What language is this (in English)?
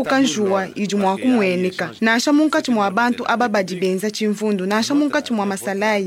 Luba-Lulua